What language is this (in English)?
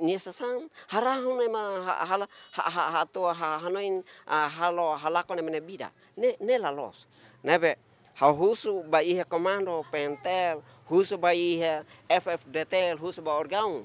Tetum